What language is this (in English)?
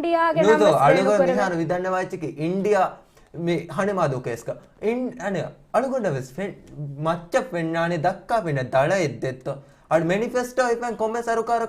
Divehi